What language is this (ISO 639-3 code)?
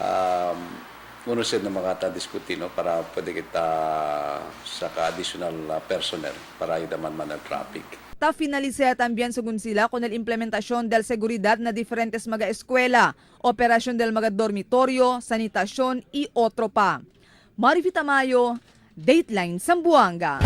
cbk